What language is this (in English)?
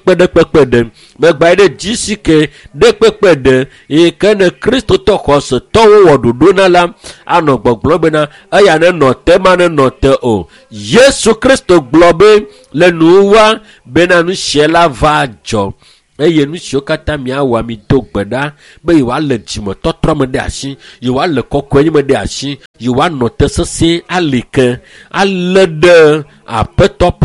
Ewe